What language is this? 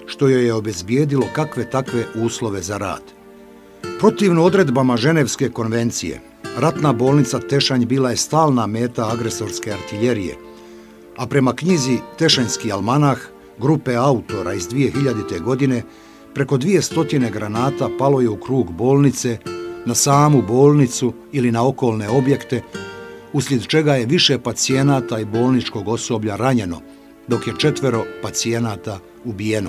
Bosnian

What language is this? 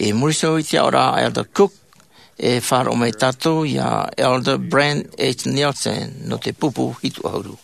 Tahitian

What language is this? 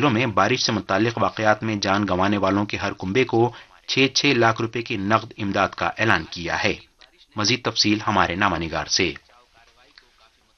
Urdu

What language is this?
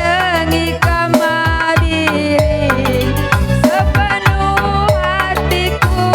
Batak Karo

